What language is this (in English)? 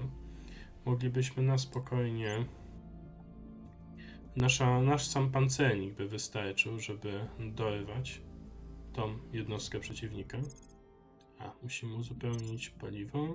Polish